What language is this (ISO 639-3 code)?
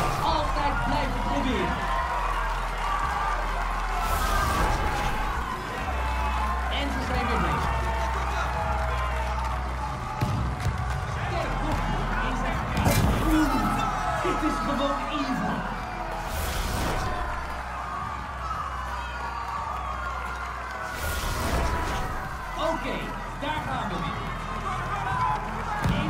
nld